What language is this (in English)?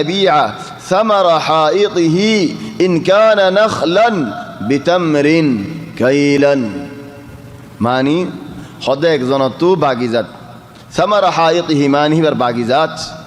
Rohingya